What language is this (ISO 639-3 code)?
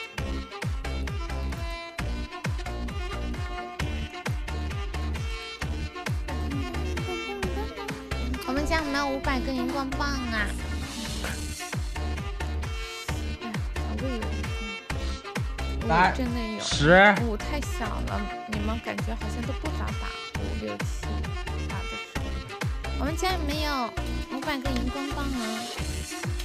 zho